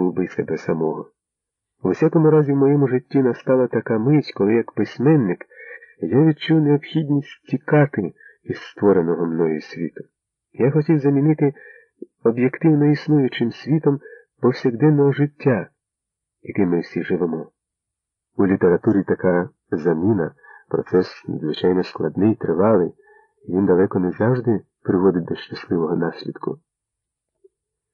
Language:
Ukrainian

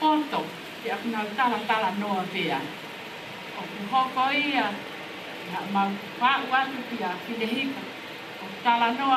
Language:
Tongan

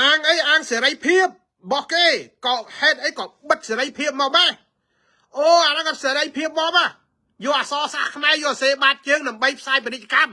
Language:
Khmer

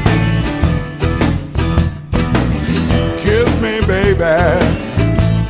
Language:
English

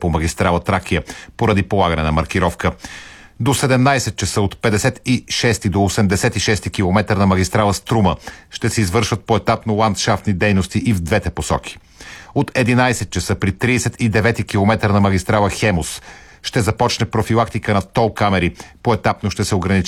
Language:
Bulgarian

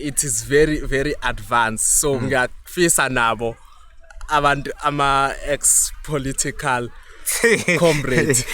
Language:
Zulu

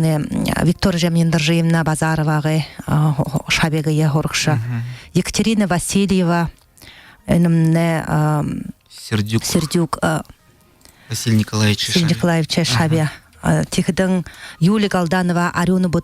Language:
Buriat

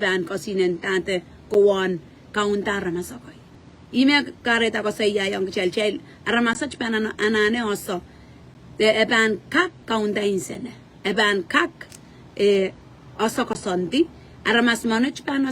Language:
Pohnpeian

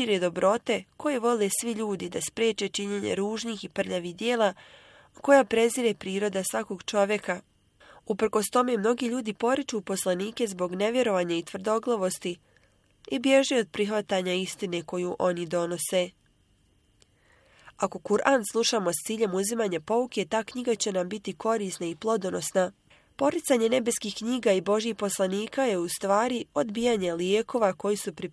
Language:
Bosnian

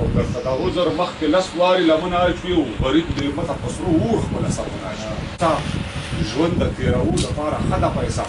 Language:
Pashto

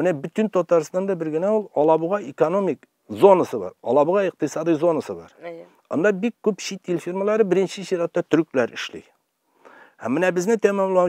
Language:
Tatar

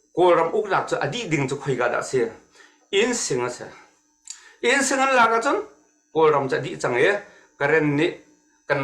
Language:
Hakha Chin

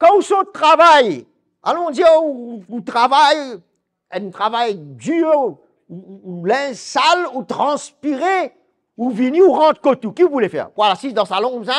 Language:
Morisyen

